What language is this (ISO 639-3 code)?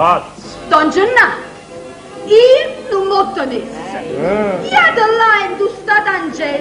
nap